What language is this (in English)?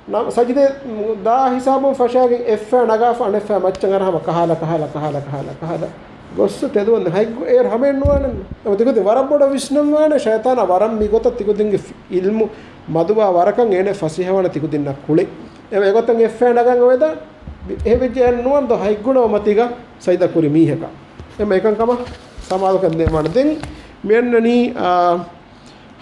Divehi